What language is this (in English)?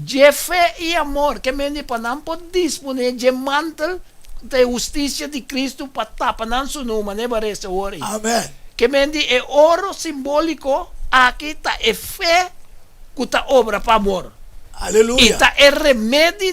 Papiamento